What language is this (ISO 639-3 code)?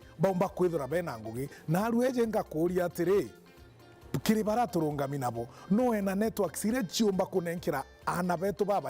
mer